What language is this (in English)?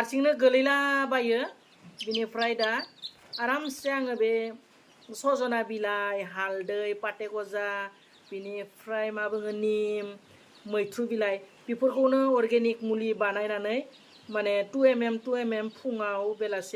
Bodo